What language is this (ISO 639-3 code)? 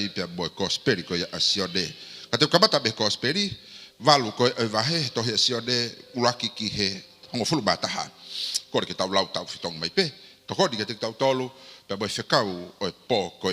ton